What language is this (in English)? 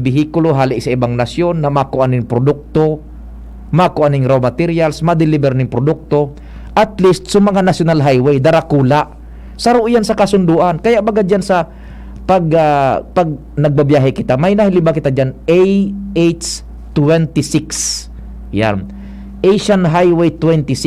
Bikol